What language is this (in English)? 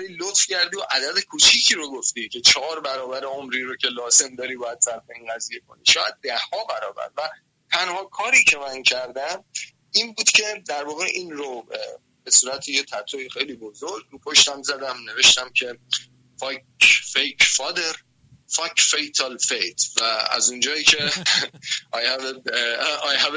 Persian